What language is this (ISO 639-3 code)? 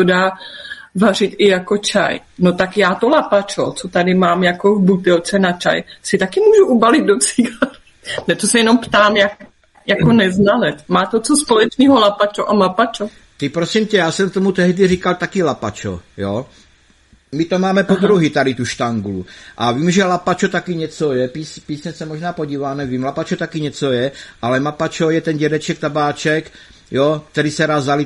ces